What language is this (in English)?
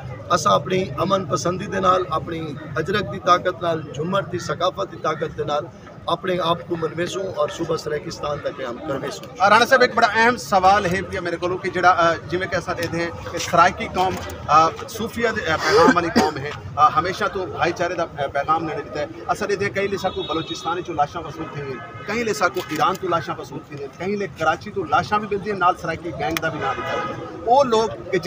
Saraiki